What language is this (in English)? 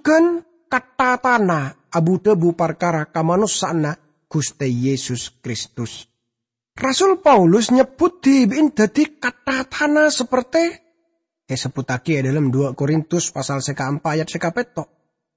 Madurese